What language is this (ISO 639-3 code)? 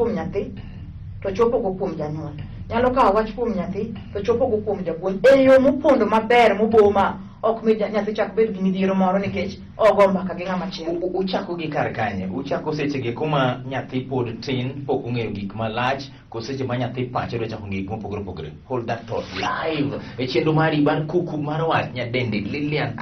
luo